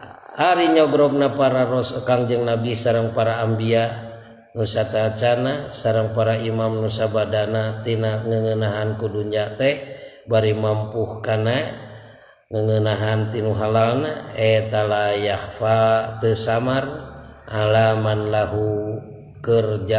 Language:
Sundanese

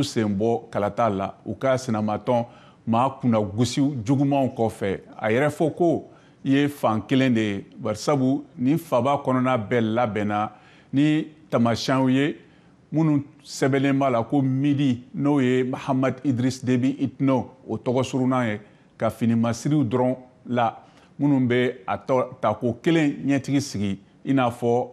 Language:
Bambara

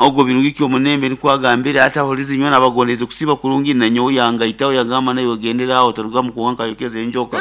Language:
Nyankole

